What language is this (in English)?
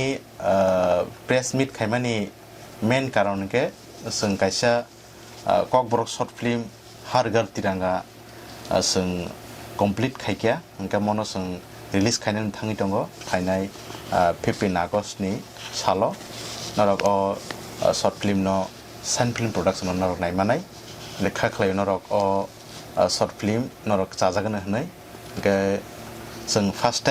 Kok Borok